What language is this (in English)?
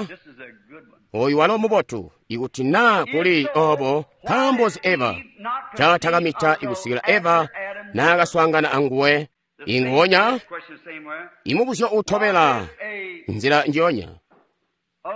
Tonga (Zambia)